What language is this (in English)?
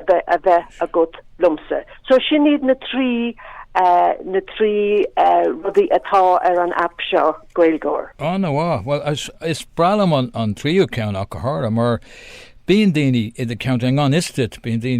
Irish